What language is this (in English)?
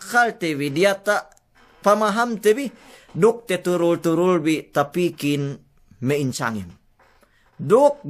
Yakan